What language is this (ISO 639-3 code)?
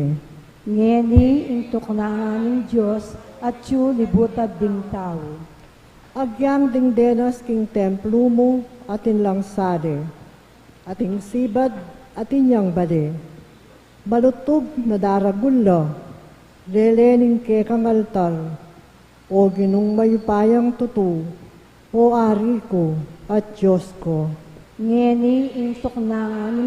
pam